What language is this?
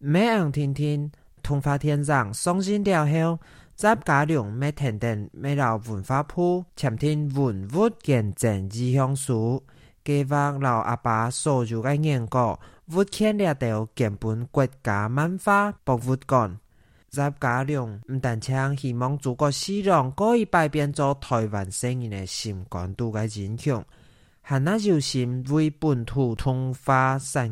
Hakka Chinese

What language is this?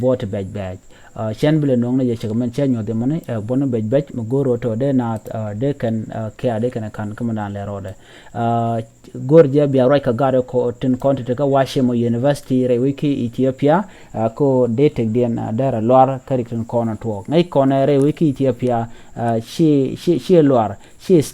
Nuer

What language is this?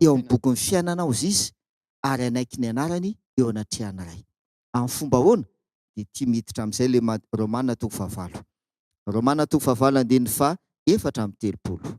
Malagasy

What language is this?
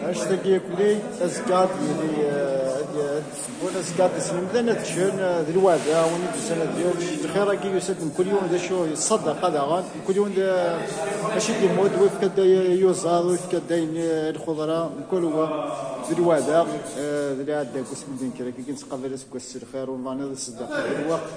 Kabyle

